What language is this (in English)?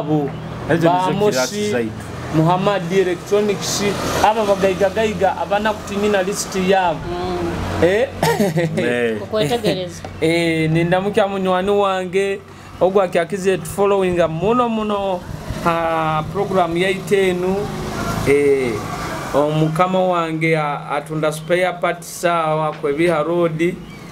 Nyoro